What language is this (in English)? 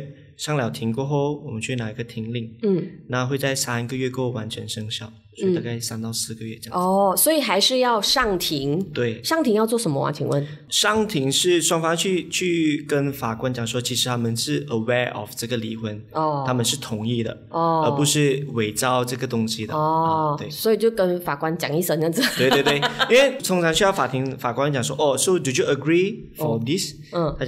Chinese